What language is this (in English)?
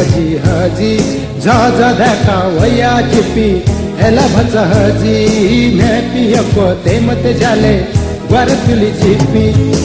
Newari